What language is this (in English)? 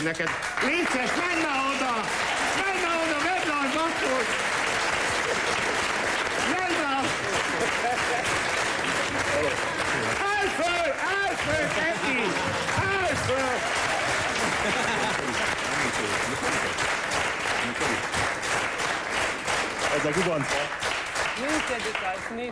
Hungarian